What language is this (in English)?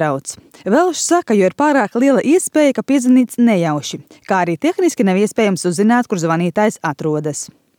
Latvian